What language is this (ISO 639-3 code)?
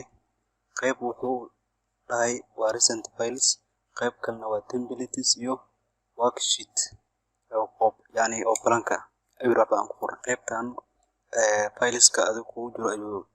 som